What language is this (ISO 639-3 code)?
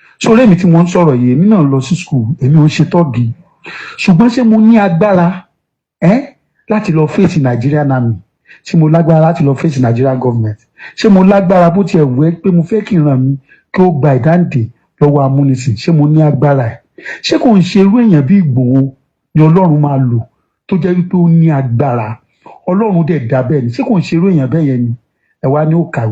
yor